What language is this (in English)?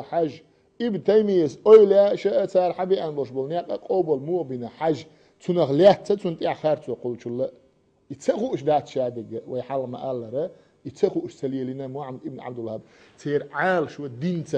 Chechen